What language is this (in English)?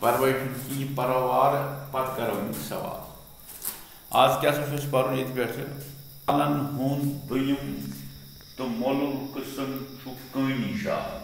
Kashmiri